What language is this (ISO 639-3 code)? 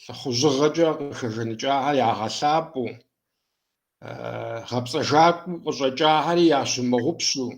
kbd